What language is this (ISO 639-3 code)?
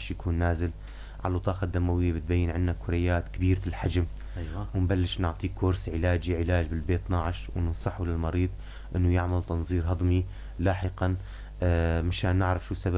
apc